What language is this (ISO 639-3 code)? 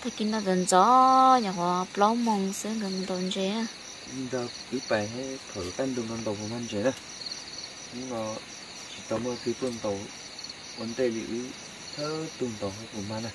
hmn